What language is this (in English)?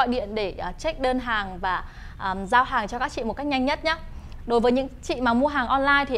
Vietnamese